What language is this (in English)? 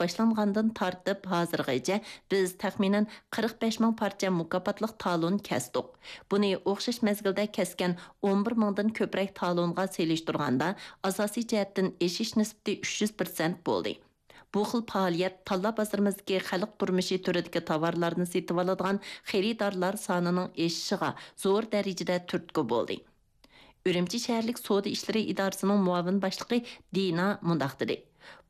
Uyghur